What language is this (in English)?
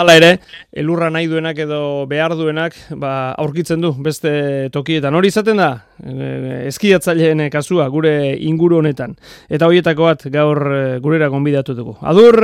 Basque